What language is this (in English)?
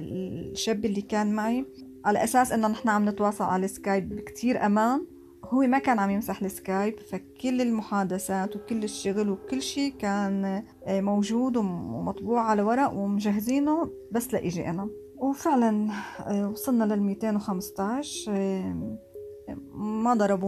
North Levantine Arabic